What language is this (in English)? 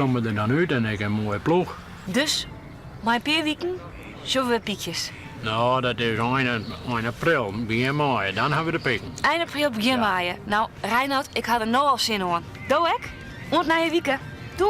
Western Frisian